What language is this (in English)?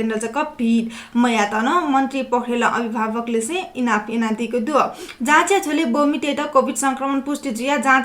Newari